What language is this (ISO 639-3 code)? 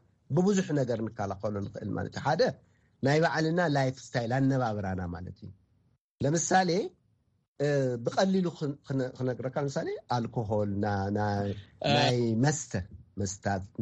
tir